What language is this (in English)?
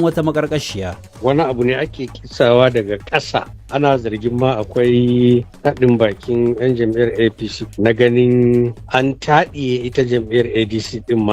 Hausa